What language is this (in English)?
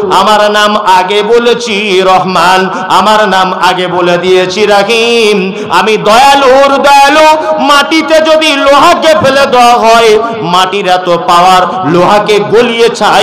Bangla